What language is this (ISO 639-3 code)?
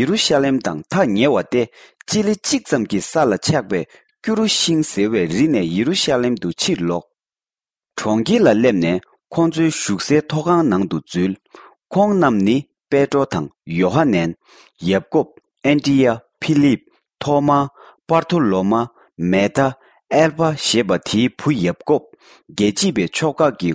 bod